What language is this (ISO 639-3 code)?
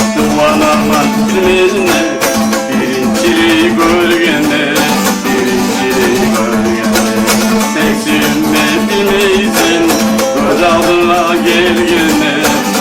kum